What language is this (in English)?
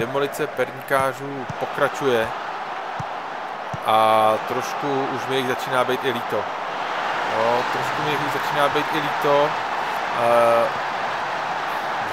Czech